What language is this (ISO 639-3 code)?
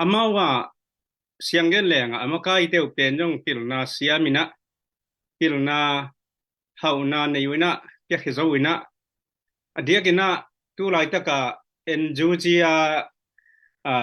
ctd